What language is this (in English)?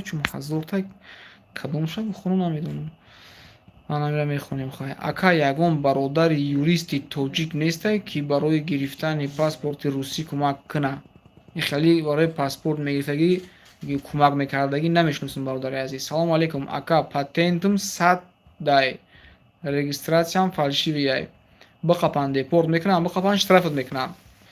Tajik